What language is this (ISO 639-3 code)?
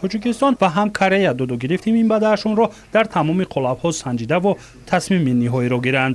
tgk